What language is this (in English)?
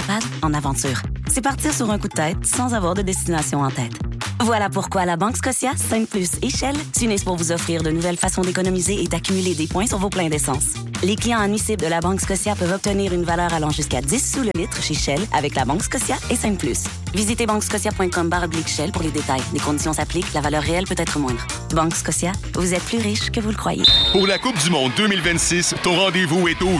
French